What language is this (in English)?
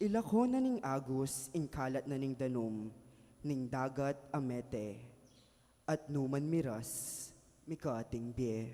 Pampanga